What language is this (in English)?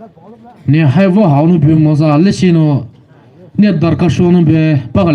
Poumei Naga